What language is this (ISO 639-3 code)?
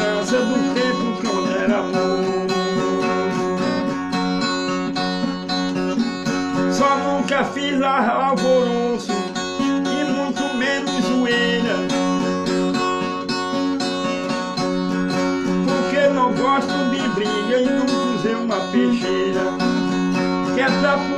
por